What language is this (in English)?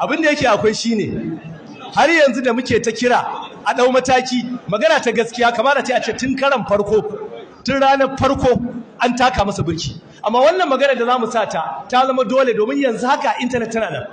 Hausa